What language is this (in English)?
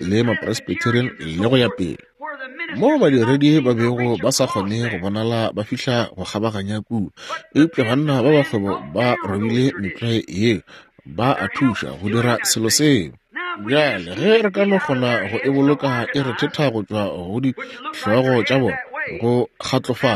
Northern Sotho